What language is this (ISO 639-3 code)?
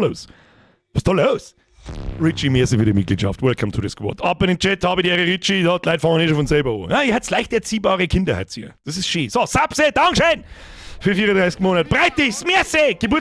bar